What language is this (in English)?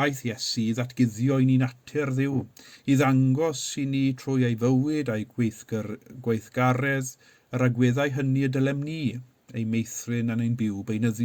Welsh